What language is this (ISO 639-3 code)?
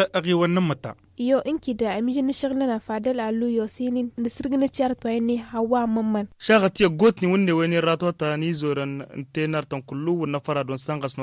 taq